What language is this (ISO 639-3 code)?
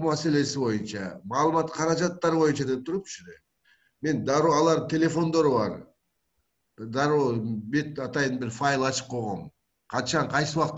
kir